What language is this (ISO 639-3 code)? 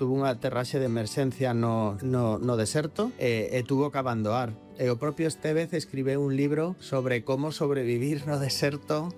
glg